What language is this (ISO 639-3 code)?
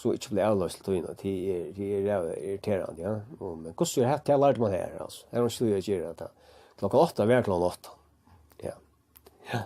fao